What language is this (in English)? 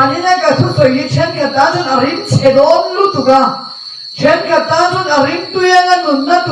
Mizo